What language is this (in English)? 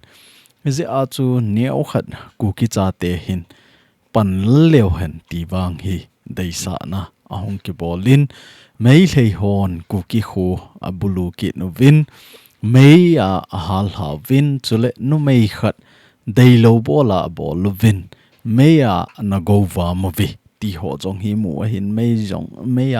Thado Chin